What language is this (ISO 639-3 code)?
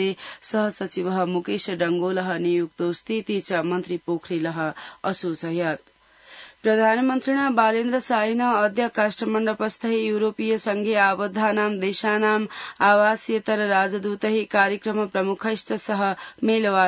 san